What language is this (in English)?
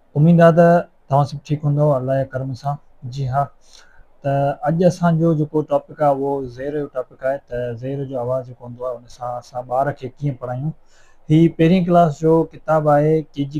Sindhi